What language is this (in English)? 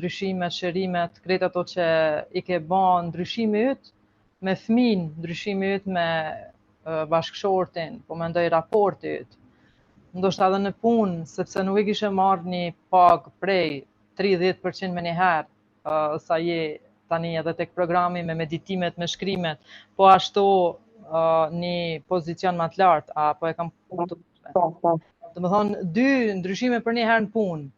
Albanian